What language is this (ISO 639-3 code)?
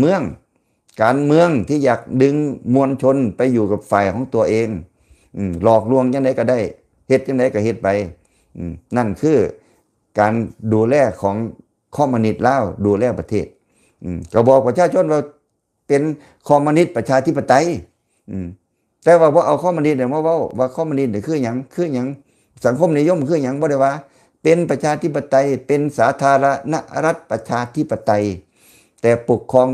lao